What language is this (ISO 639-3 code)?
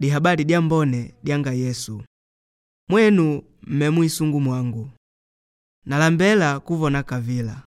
kde